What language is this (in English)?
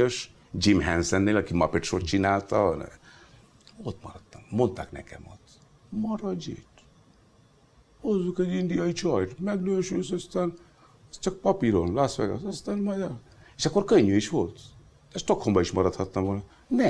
Hungarian